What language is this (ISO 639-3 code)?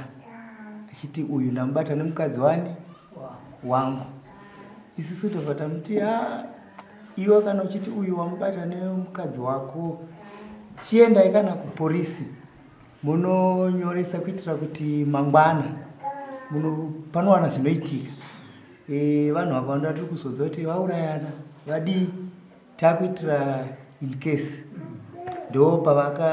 sna